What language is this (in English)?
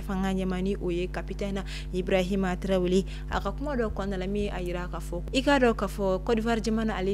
Bambara